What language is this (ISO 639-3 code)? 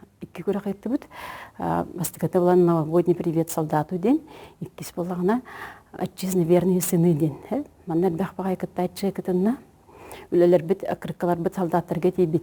sah